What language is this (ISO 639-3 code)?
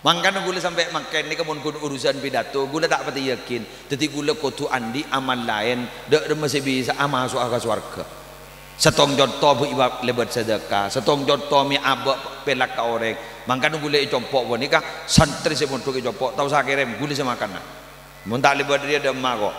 mad